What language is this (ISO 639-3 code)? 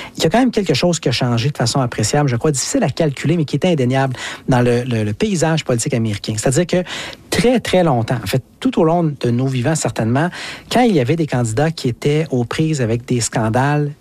fra